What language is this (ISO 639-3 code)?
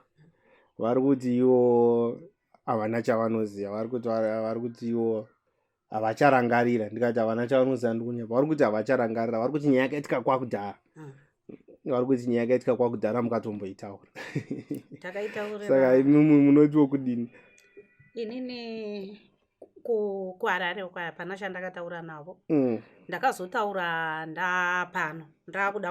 sna